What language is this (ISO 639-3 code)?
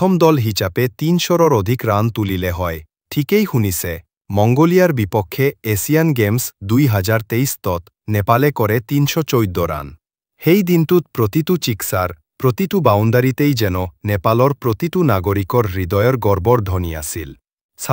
asm